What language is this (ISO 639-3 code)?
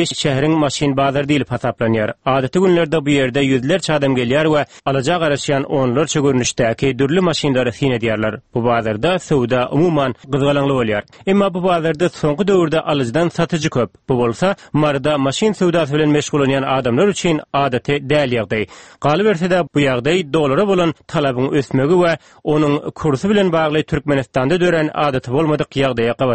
tuk